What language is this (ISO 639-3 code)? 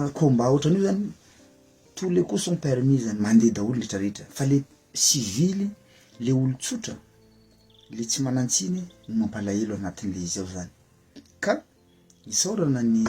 mlg